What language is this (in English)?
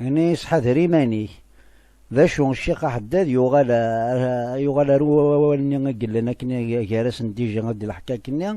Kabyle